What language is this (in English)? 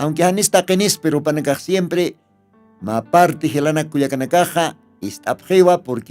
Aymara